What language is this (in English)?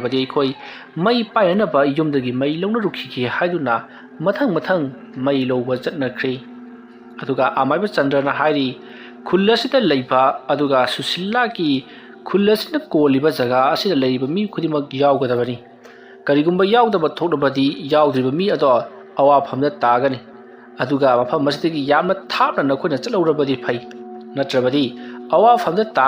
Manipuri